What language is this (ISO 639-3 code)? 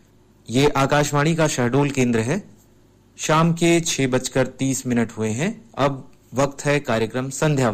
hin